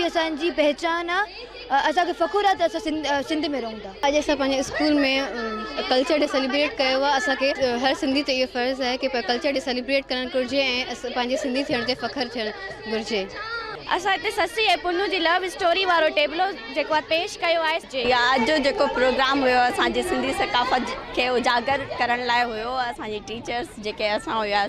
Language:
Sindhi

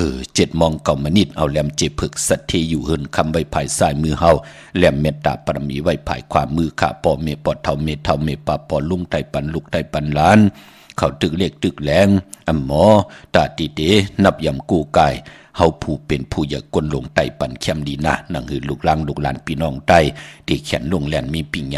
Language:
Shan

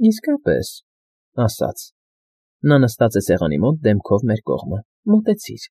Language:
Armenian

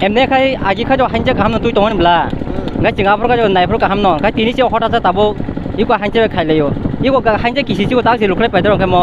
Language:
Kok Borok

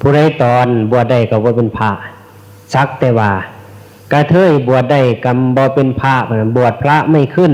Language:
Northeastern Thai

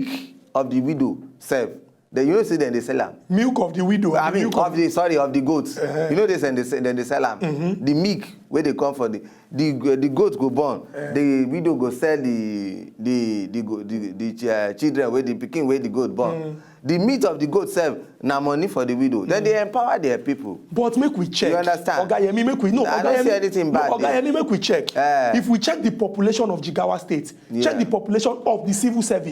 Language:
Nigerian Pidgin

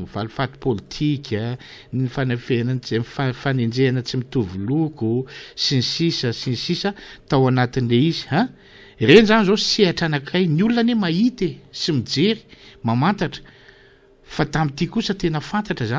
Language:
Malagasy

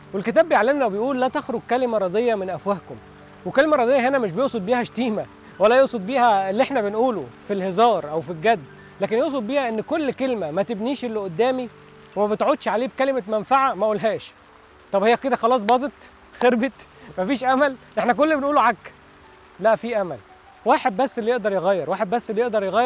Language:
Egyptian Arabic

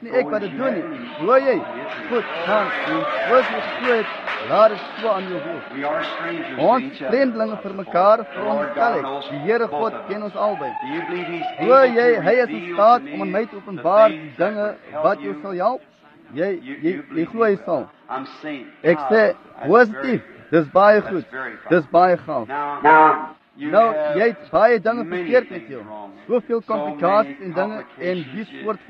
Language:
Afrikaans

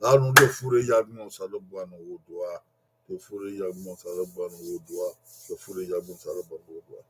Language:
Bini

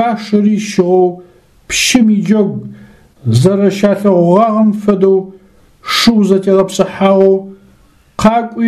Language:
Adyghe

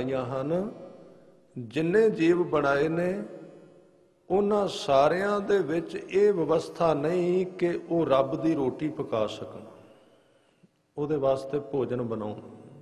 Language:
Punjabi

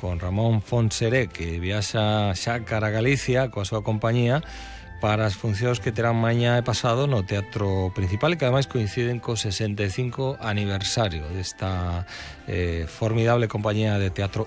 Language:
Galician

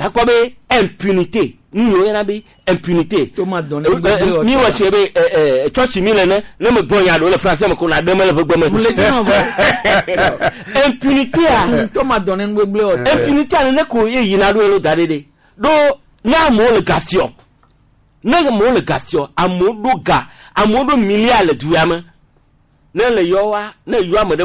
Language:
Gen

